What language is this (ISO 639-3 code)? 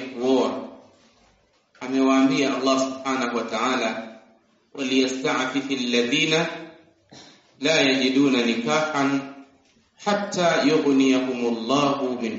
swa